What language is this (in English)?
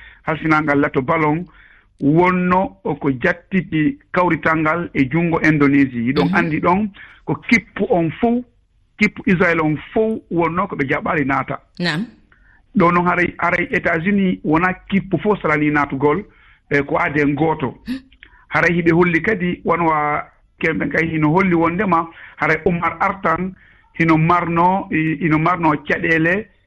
Fula